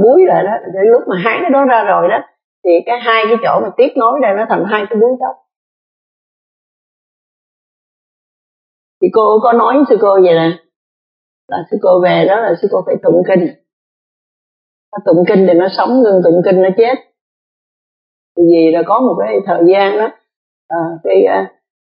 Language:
Vietnamese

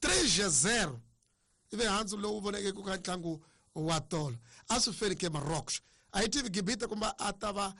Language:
Tsonga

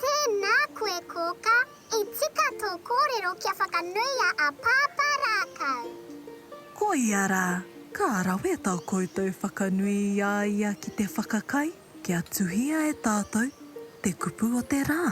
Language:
Māori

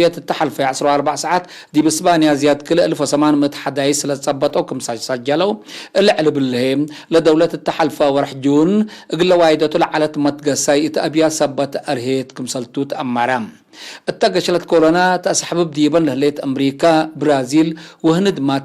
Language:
Tigre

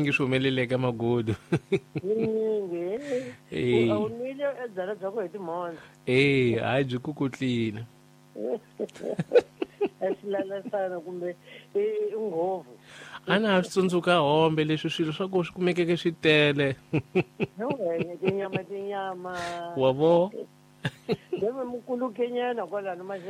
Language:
Tsonga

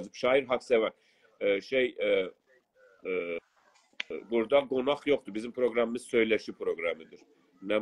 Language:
South Azerbaijani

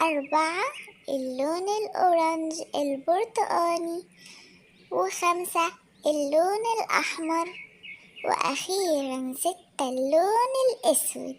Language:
Egyptian Arabic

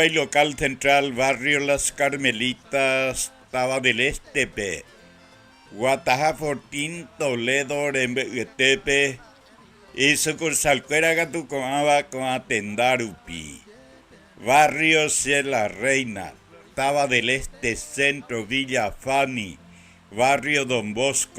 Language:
Guarani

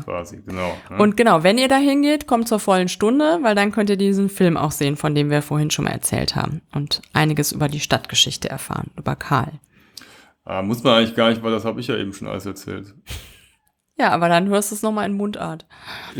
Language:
German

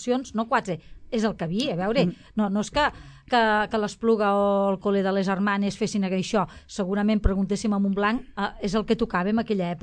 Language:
Catalan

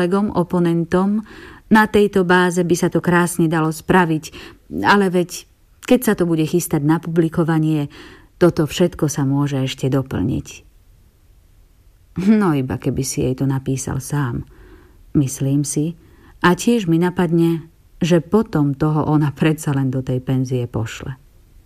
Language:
Slovak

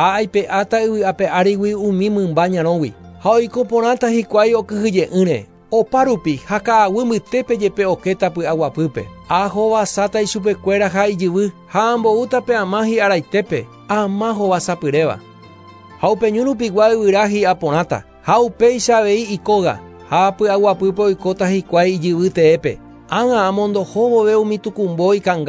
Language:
Guarani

